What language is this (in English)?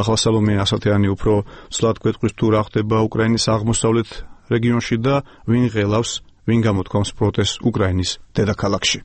Georgian